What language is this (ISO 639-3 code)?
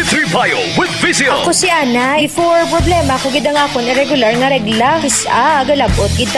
hil